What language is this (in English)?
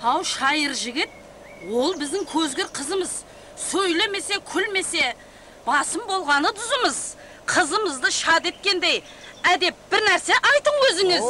Kara-Kalpak